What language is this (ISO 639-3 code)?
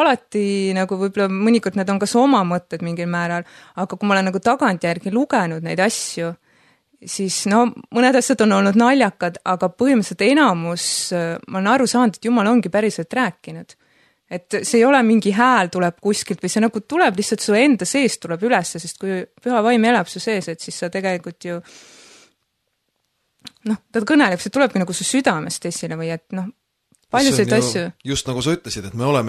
est